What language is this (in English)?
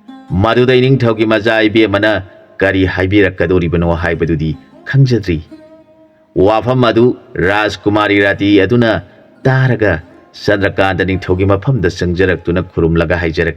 Manipuri